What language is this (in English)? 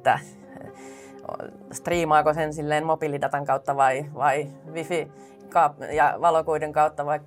Finnish